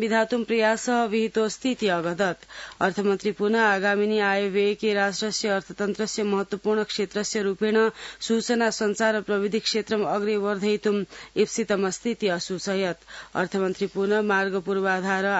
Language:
Sanskrit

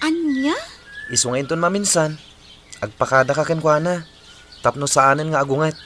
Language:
Iloko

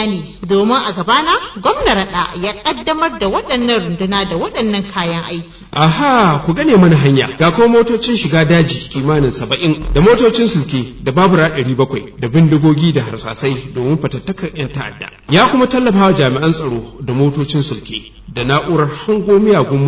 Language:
Hausa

